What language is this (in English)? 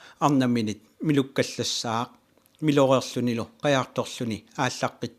Kalaallisut